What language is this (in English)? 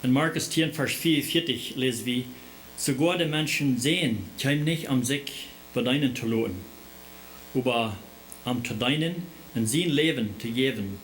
Plautdietsch